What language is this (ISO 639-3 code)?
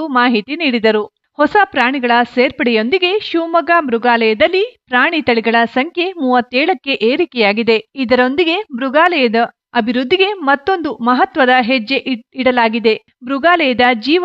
kan